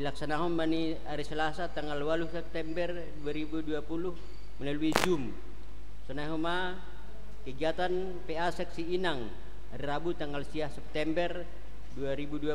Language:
Batak Simalungun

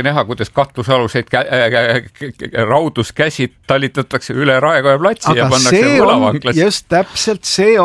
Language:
Estonian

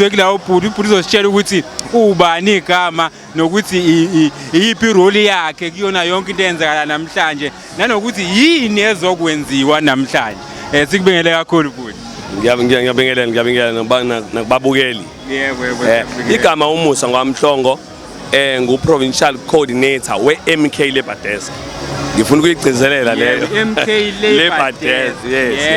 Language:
Zulu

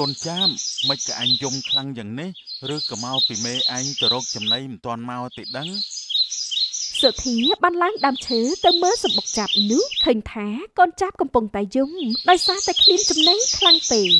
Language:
Khmer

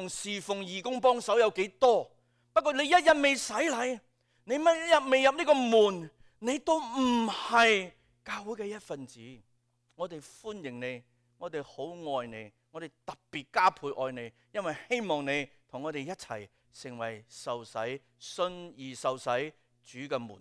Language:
Cantonese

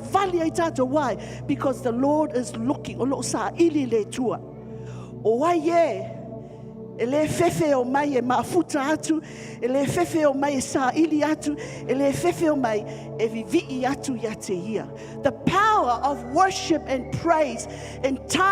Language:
Samoan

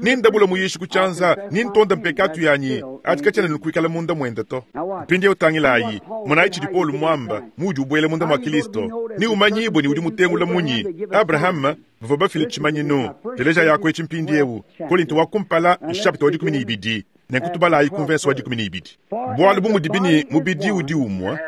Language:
Luba-Lulua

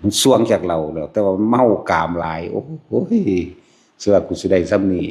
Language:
Northeastern Thai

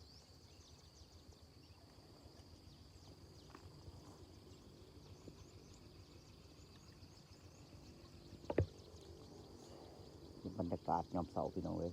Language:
Northeastern Thai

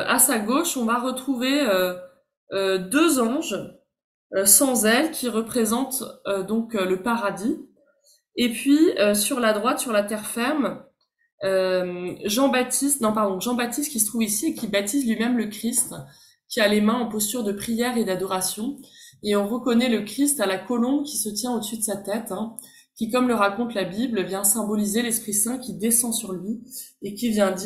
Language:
French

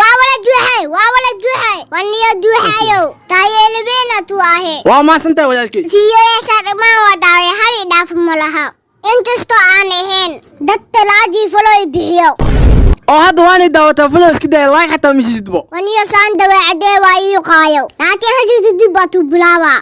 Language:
Somali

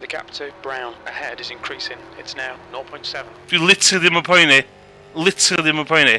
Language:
Welsh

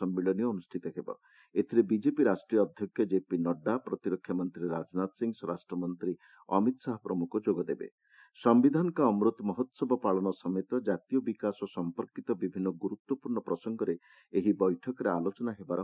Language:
Odia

